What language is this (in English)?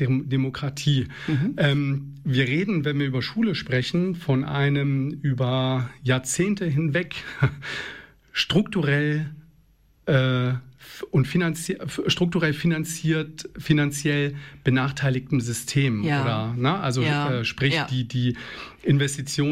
German